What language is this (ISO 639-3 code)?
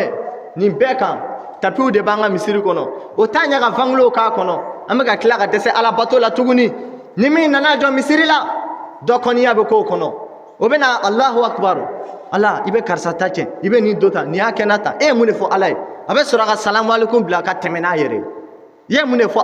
bam